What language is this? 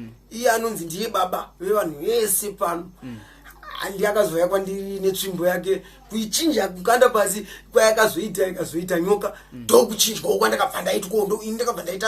Shona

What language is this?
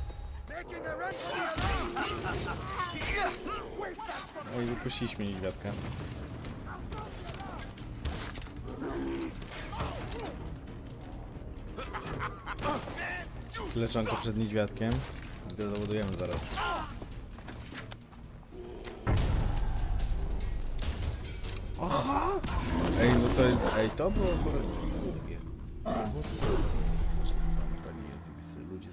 Polish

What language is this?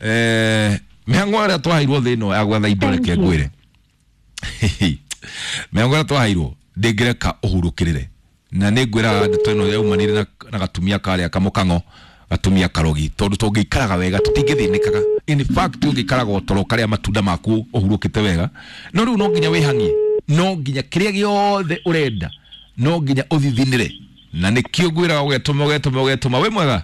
Kikuyu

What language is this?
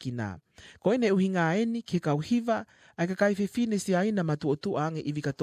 Tongan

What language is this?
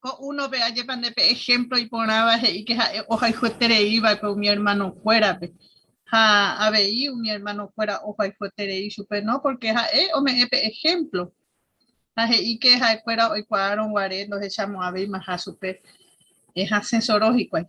Guarani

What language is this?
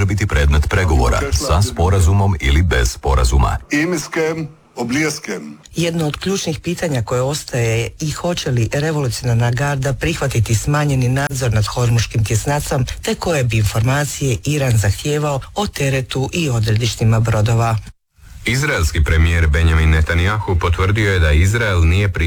Croatian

